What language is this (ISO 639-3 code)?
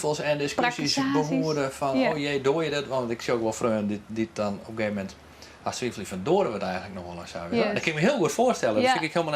fry